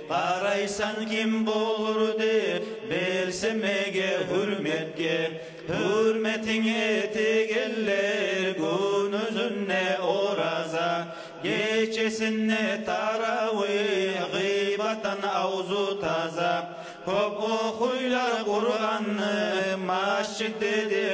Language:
Kumyk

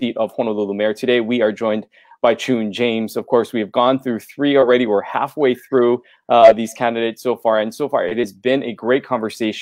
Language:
English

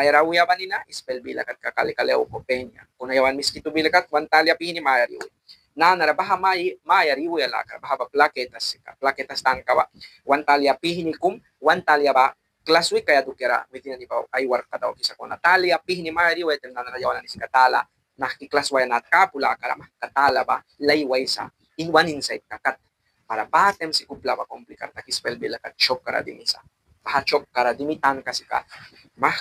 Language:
Mískito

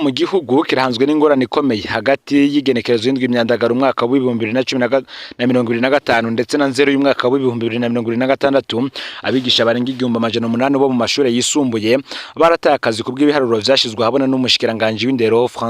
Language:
Rundi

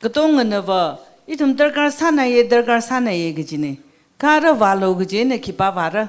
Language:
Tangkhul Naga (India)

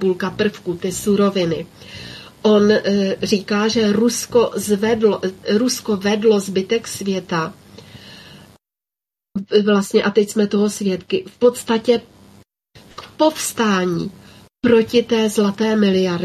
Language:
Czech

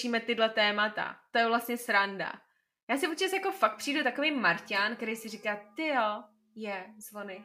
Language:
Czech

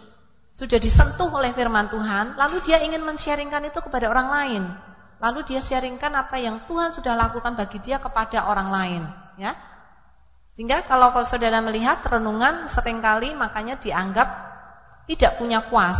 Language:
Indonesian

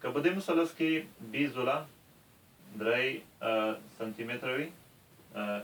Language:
Pashto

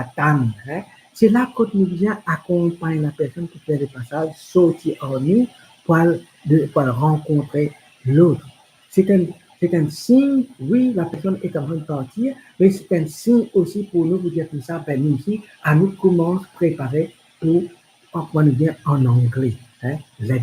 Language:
Morisyen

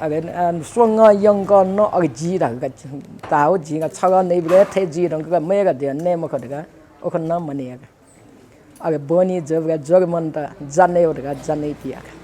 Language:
Newari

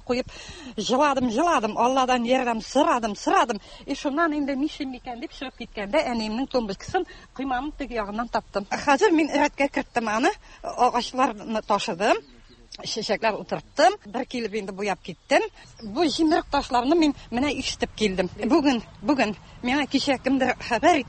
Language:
Tatar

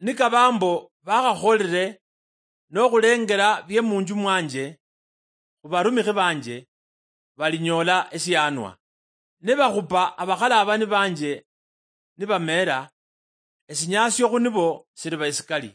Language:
Luyia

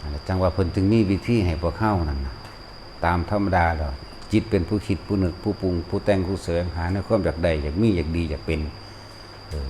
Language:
Northeastern Thai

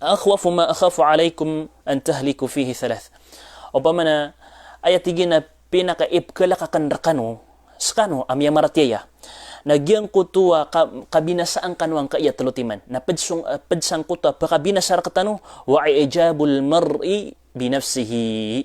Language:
Maranao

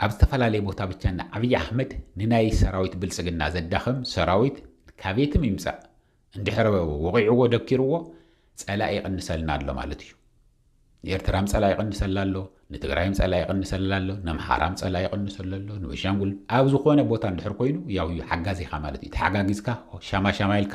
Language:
Tigrinya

